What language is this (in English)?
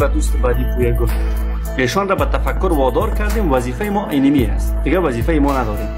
Persian